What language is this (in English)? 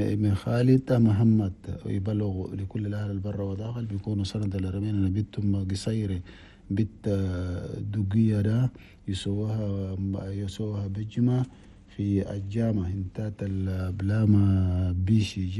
Chadian Arabic